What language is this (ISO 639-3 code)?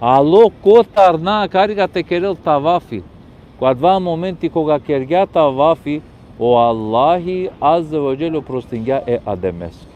rmn